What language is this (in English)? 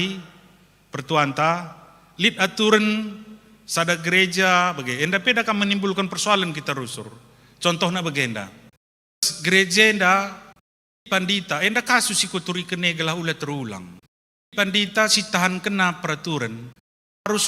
Batak Karo